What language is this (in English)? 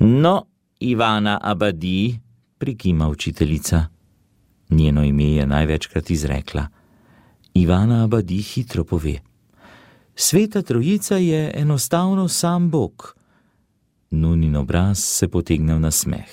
Slovenian